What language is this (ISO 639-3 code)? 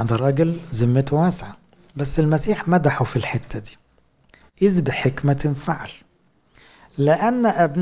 arz